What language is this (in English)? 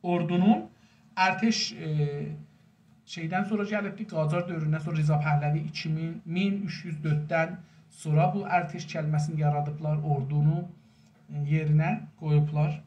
South Azerbaijani